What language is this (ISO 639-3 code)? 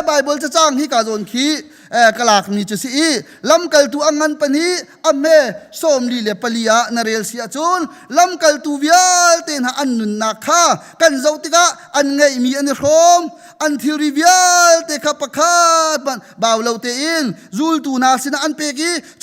cnh